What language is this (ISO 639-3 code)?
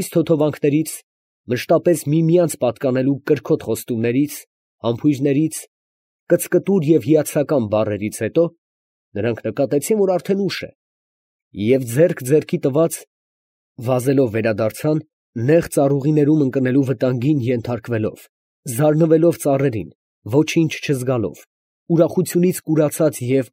hye